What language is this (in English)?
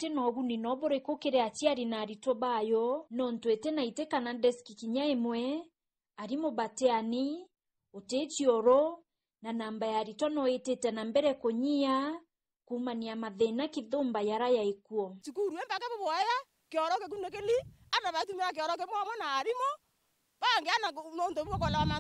Meru